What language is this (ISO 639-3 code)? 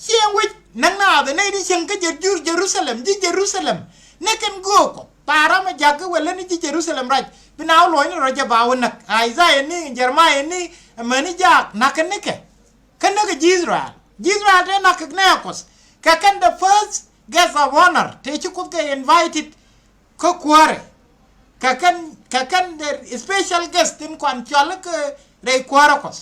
nus